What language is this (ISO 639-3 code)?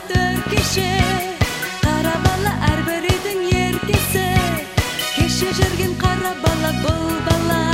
kaz